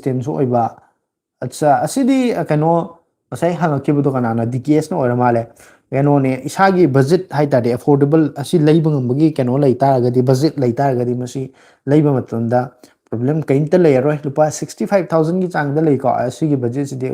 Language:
Manipuri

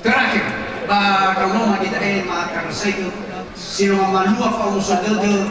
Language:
Nias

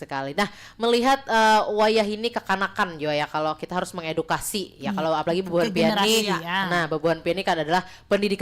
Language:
Banjar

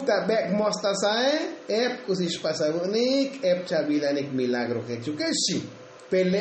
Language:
Tzotzil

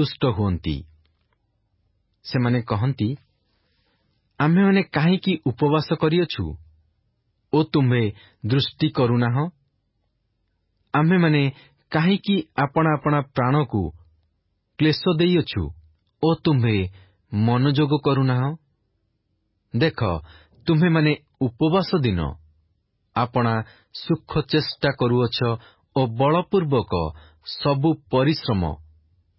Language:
Odia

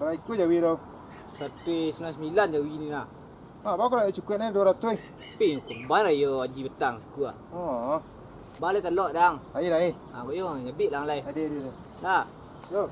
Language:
Minangkabau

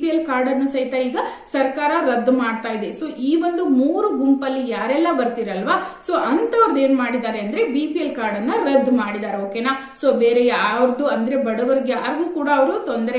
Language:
Kannada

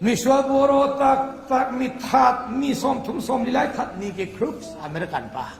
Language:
Falam Chin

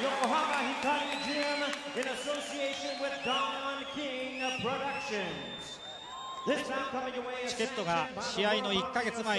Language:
Japanese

